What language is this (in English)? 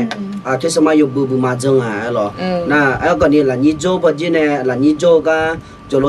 Akha